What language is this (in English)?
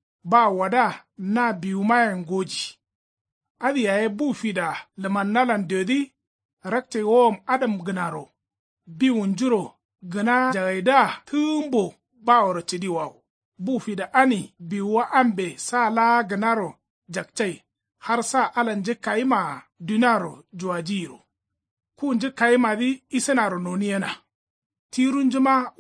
Kanuri